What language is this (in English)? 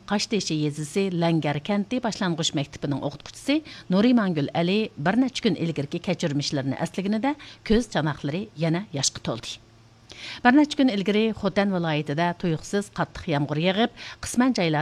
Uyghur